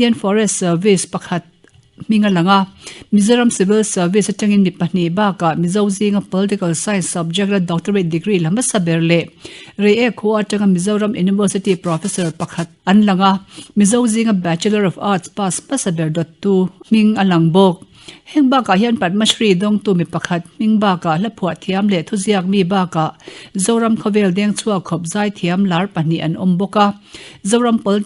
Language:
Mizo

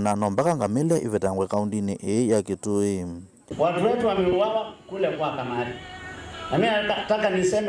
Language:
Kamba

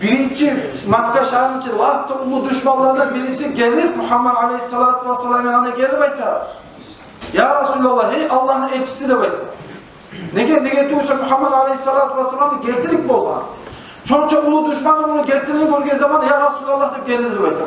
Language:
Kumyk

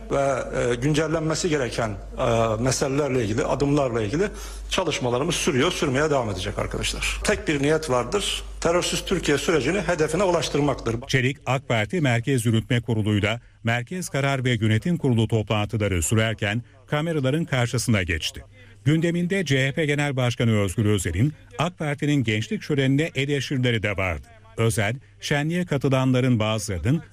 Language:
Turkish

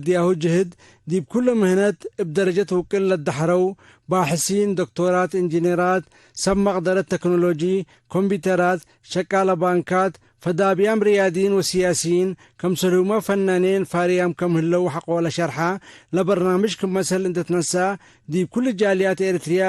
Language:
Tigre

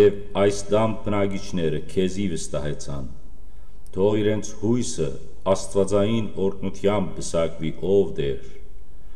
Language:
Western Armenian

